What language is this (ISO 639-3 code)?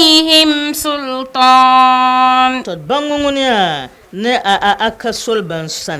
dag